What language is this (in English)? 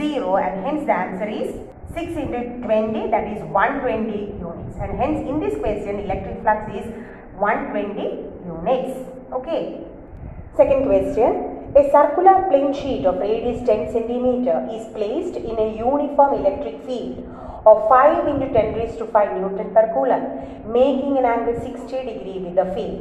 English